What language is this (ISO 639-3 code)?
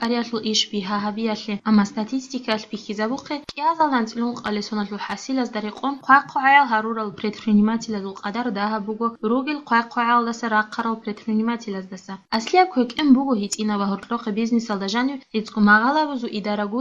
ava